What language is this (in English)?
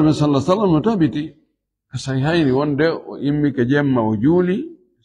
Fula